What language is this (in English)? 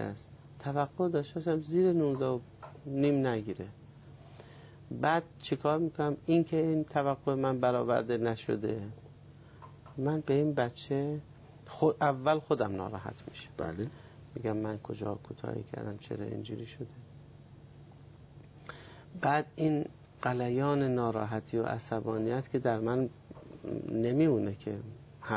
Persian